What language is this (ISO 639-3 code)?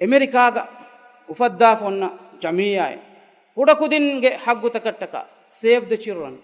div